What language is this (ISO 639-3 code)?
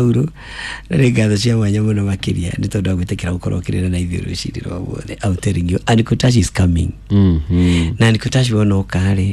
kik